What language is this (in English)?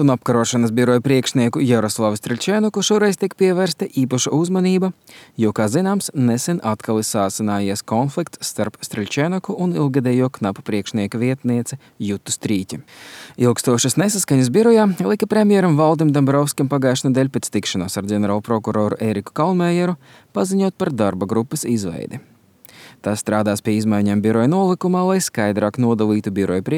Latvian